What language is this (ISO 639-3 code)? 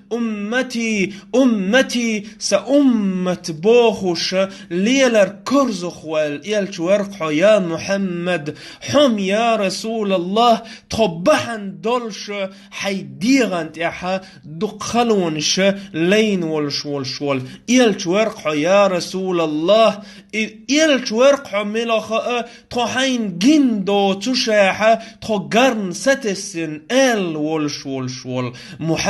che